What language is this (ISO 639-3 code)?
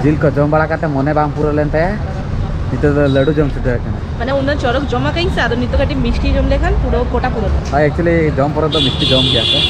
sat